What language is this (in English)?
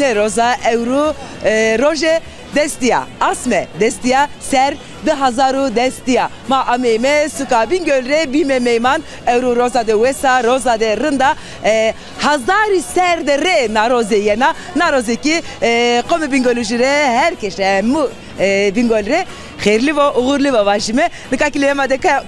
Zaza